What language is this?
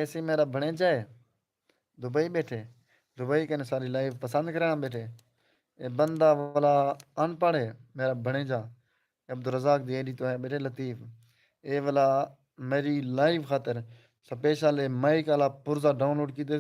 Saraiki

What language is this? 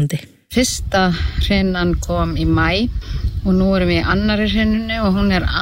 Icelandic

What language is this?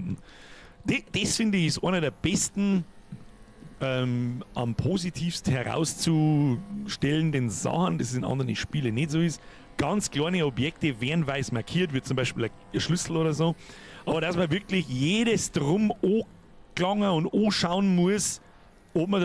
Bavarian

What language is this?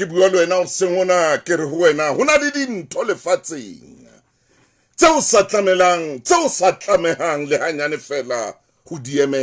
Southern Sotho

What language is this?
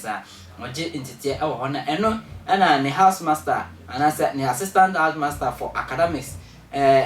Akan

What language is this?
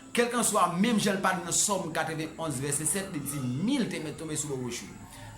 Haitian Creole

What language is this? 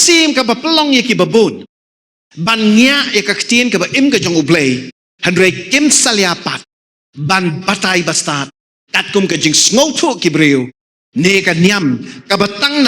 Khasi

